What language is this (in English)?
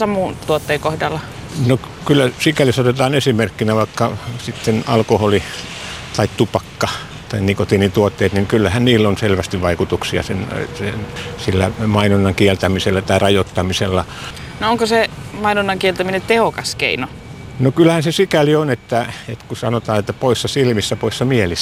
Finnish